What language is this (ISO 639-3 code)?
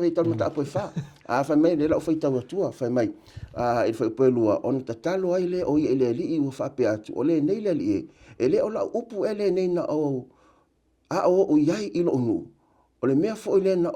smo